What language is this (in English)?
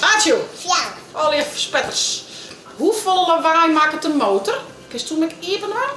Western Frisian